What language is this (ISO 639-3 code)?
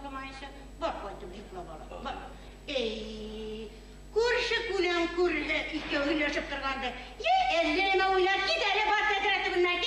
bak